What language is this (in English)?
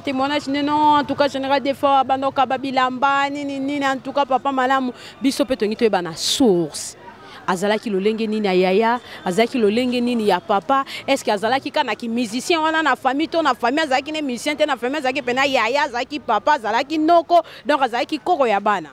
Lingala